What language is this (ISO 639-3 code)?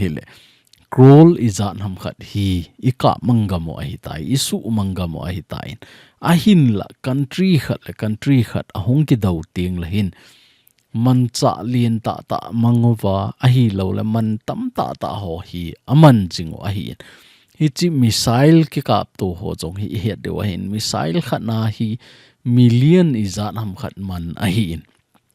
tcz